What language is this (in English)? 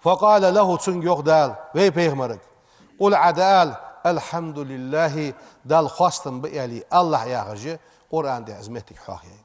Ingush